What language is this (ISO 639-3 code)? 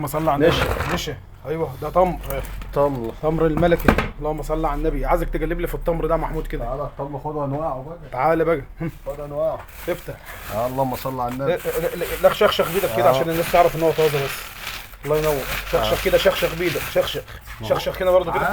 arz